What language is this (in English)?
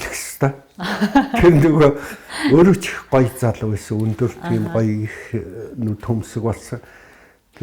Mongolian